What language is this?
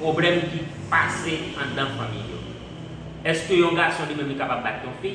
Haitian Creole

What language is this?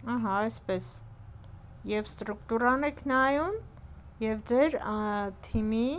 Armenian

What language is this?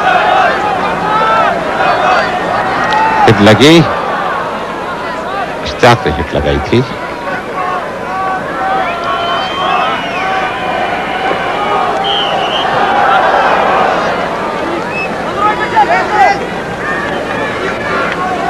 Hindi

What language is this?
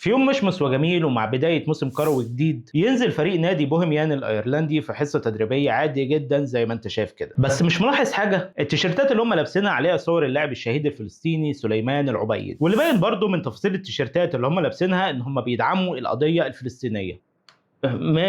Egyptian Arabic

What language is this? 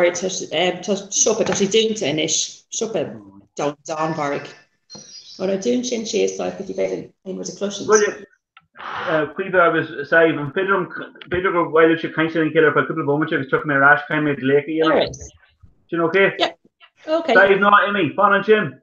Irish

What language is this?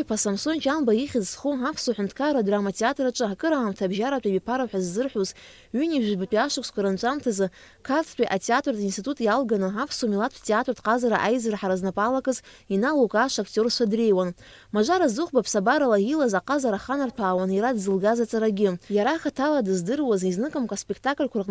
Abkhazian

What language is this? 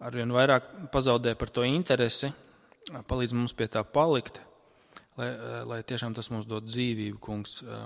Latvian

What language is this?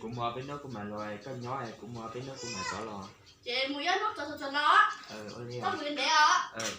Hmong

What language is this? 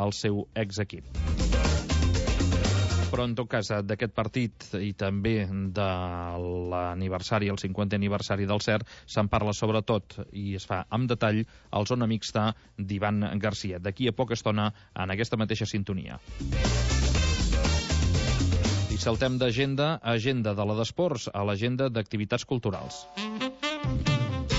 Catalan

